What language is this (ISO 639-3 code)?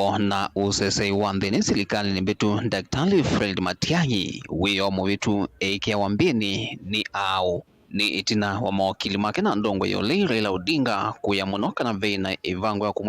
kam